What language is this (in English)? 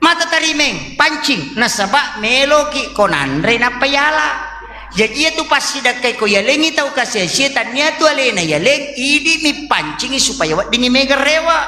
Buginese